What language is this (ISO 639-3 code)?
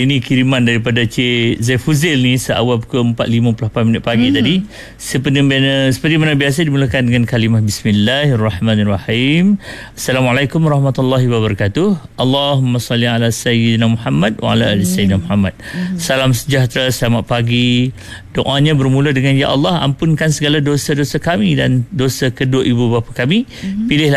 msa